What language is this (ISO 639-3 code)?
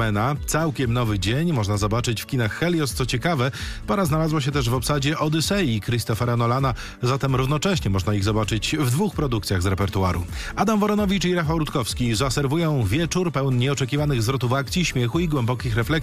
pol